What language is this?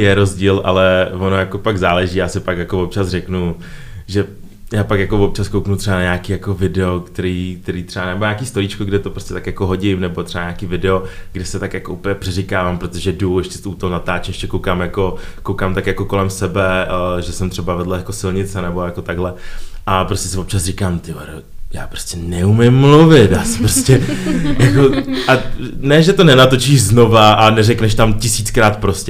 Czech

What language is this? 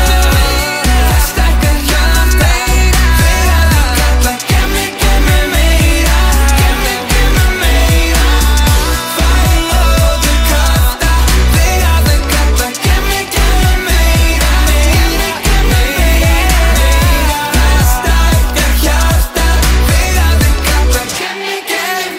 Icelandic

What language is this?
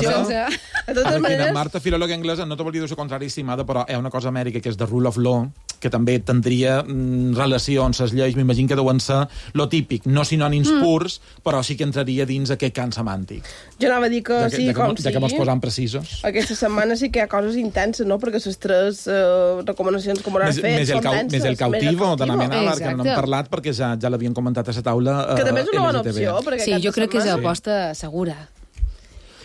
Catalan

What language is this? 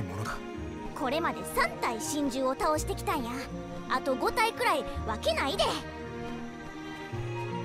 Japanese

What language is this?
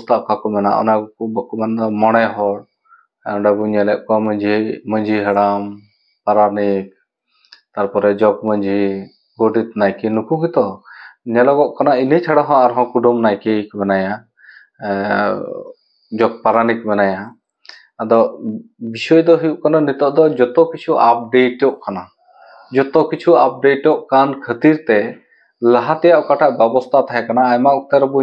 Santali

